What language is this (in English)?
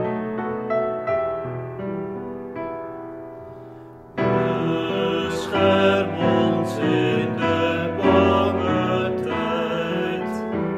Dutch